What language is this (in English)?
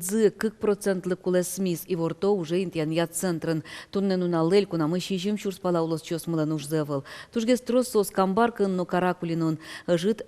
Udmurt